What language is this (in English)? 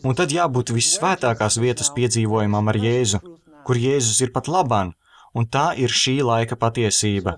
Latvian